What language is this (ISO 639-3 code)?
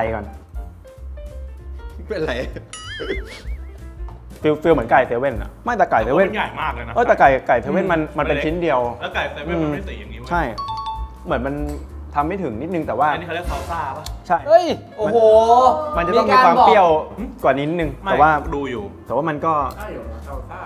tha